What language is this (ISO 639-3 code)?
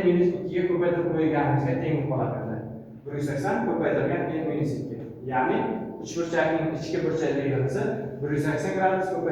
uzb